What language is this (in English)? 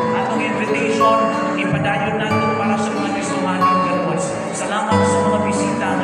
Cebuano